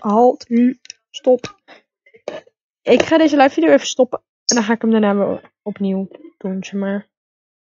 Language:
Dutch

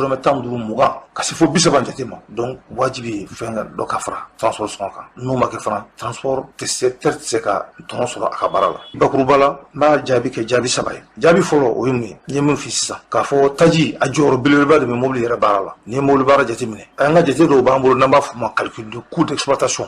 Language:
Bambara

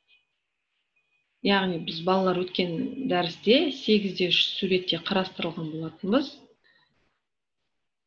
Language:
Kazakh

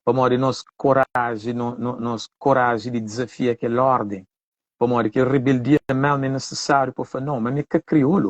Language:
Kabuverdianu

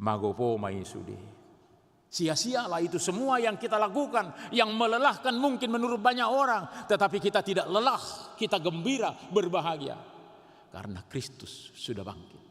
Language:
Batak Toba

